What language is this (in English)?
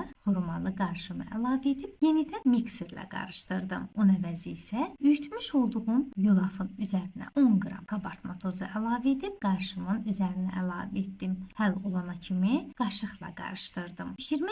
Azerbaijani